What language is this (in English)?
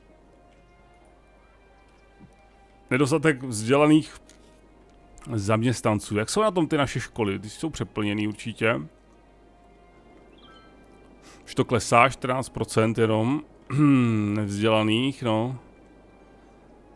Czech